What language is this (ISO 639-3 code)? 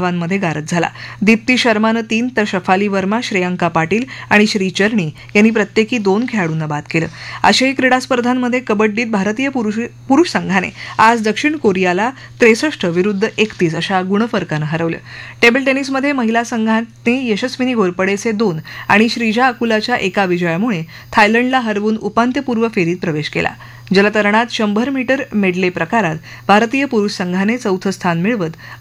mar